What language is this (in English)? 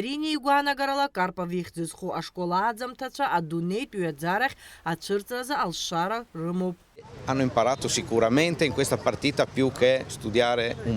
Abkhazian